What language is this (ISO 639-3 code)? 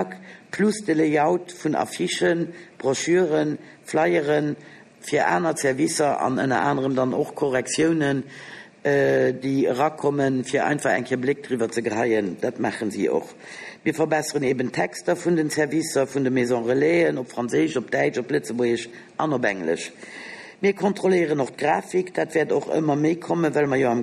ltz